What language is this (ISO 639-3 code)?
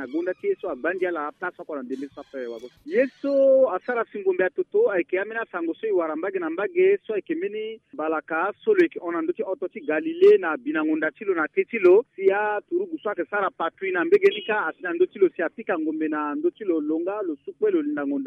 sag